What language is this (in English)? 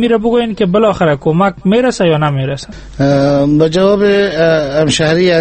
Persian